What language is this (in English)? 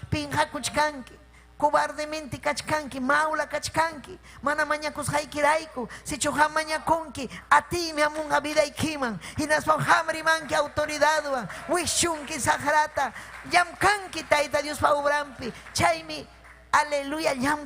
Ayacucho Quechua